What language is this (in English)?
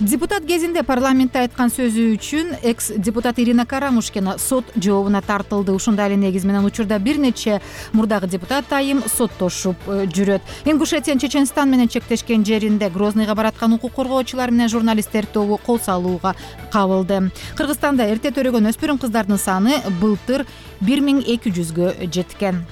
Kyrgyz